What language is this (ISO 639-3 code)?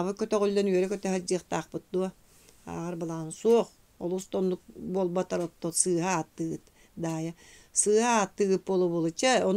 sah